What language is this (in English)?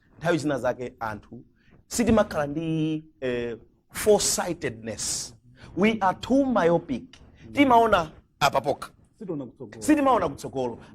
Nyanja